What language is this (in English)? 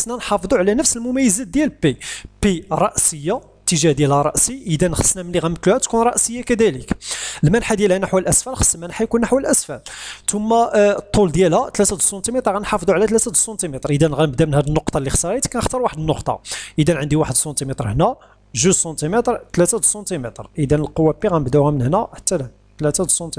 Moroccan Arabic